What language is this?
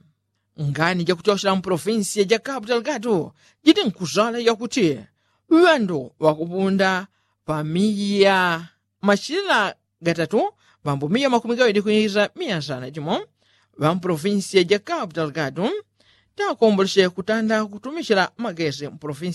Yao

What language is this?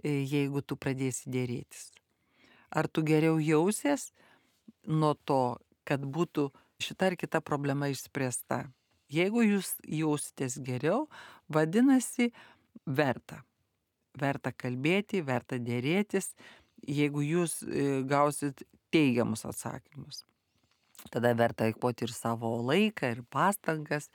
Lithuanian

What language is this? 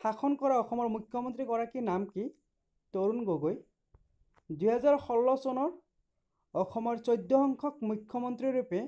Assamese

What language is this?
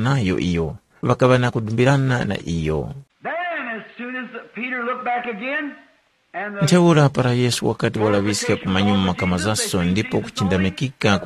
Tumbuka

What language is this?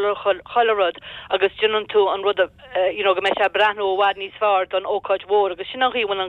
Irish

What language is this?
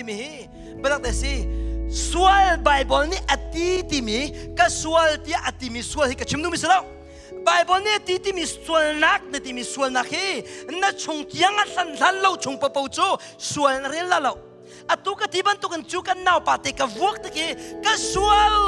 Hakha Chin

